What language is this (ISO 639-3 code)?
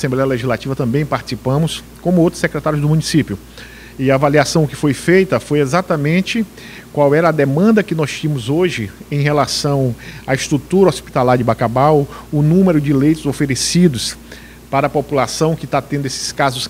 por